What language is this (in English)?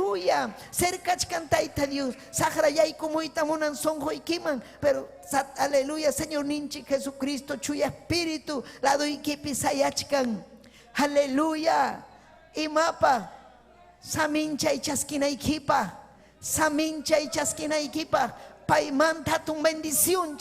Ayacucho Quechua